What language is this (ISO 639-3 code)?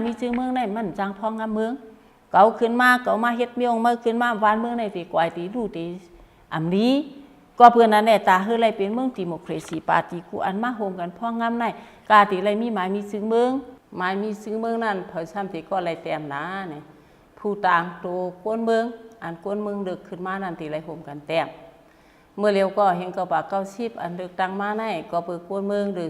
shn